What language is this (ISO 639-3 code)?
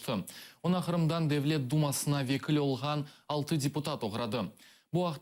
crh